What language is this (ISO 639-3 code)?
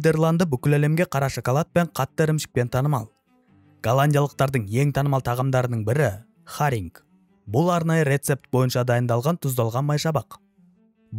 kaz